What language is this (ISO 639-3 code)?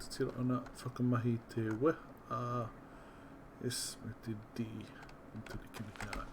mri